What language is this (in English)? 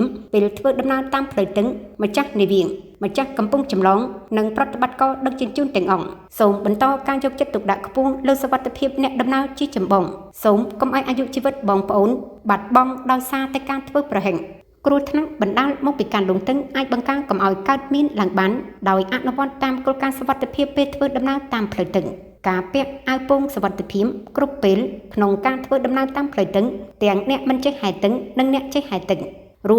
Khmer